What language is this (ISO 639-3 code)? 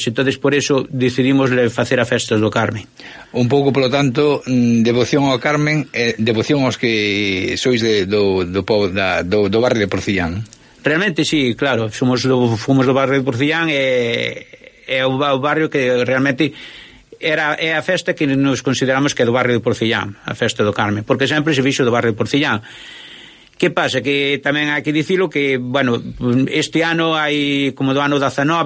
glg